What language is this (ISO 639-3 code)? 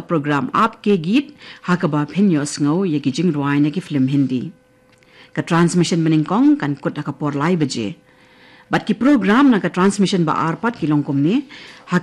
kha